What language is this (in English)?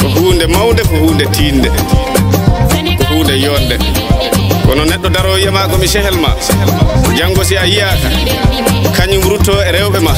Fula